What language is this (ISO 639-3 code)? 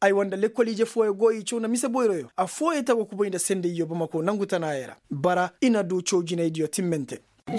ses